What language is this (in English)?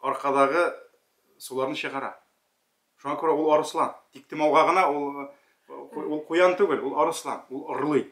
Tatar